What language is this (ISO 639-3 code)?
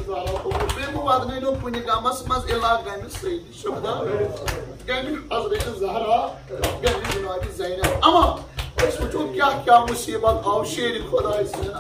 kas